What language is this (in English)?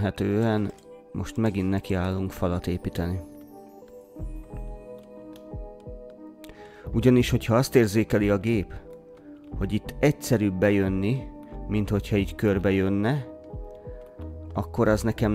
Hungarian